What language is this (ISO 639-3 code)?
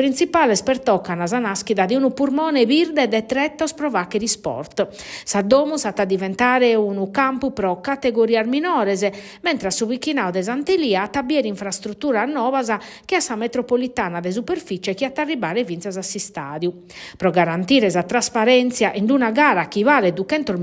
srd